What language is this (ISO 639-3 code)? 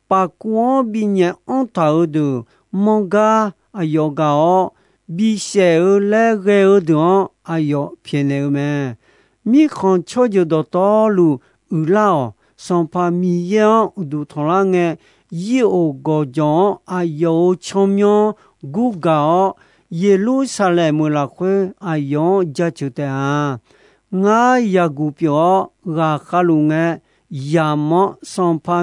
ahk